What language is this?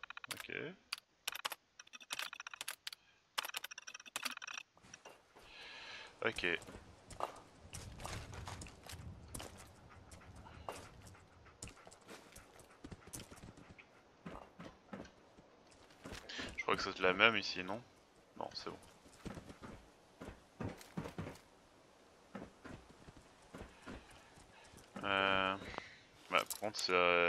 French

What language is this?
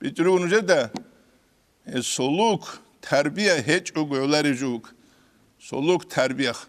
Avaric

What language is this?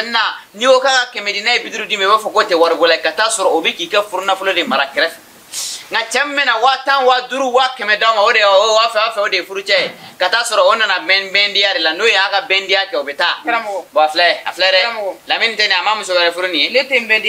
Bambara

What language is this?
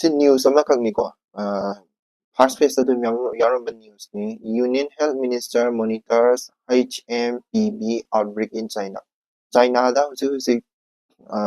Manipuri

